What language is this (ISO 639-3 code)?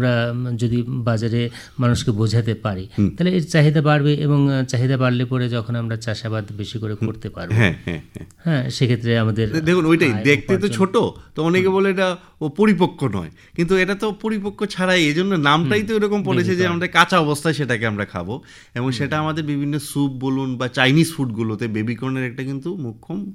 ben